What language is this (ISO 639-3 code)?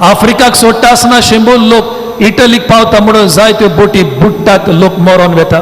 kok